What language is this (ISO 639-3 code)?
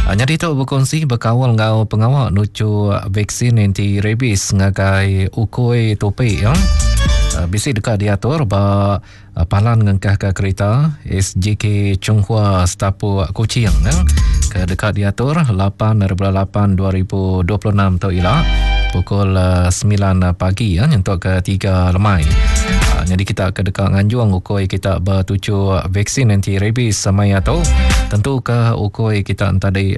iba